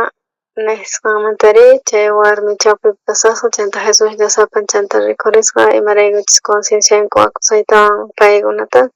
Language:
South Bolivian Quechua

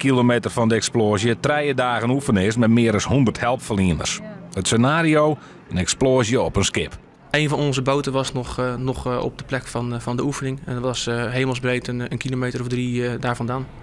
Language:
Western Frisian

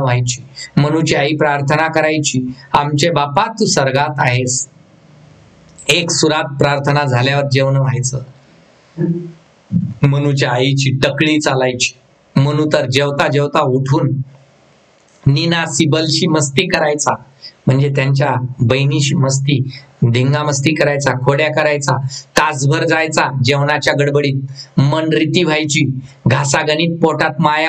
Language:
Marathi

